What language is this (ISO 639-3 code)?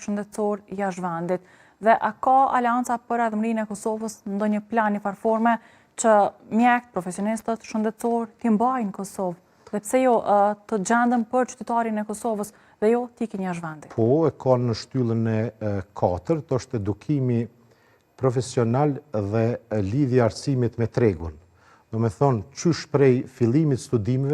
sqi